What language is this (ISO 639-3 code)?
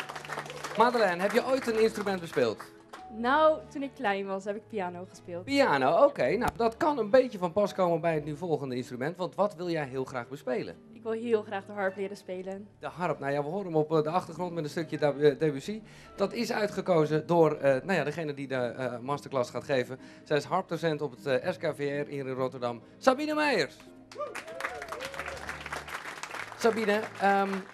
nld